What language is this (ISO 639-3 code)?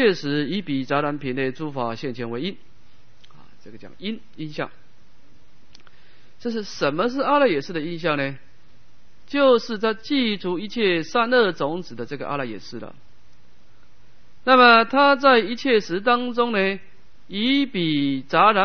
zho